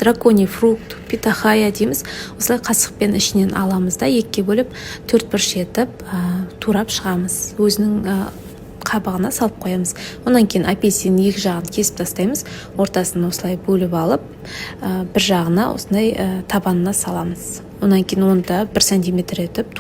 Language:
Kazakh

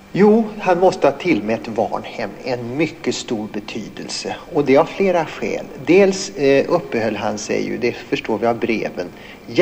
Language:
Swedish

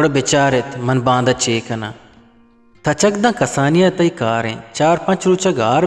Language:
Eastern Balochi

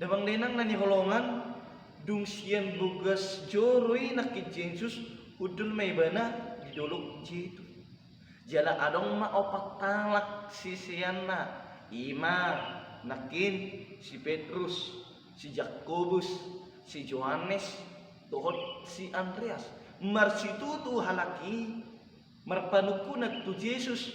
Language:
Batak Toba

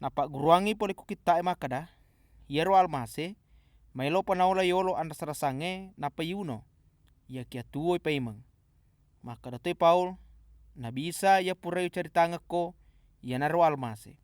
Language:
Buginese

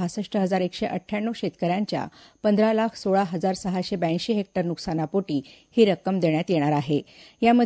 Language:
Marathi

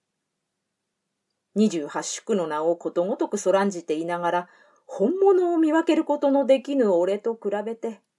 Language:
Japanese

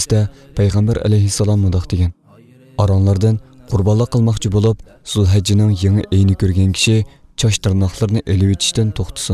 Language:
Uyghur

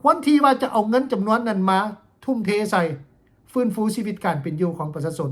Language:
Lao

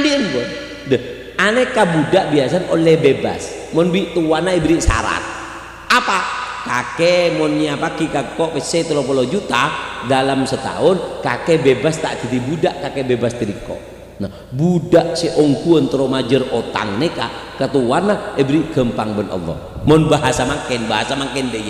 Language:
Madurese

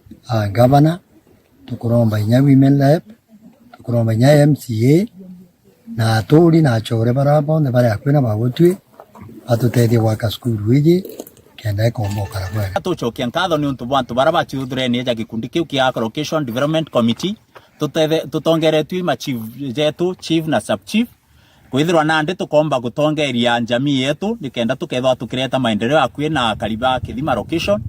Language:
Meru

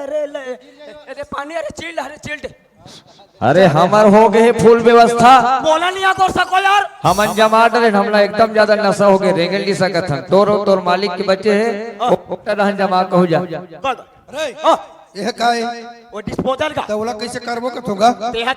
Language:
Chhattisgarhi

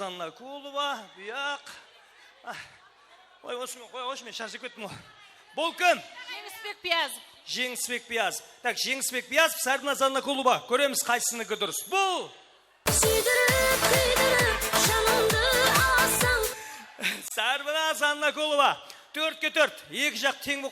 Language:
Kara-Kalpak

